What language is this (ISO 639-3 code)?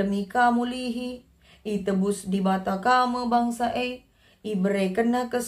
btx